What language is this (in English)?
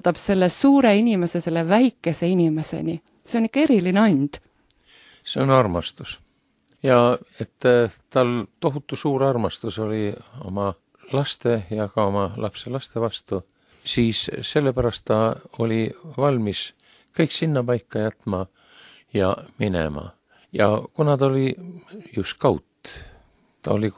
Estonian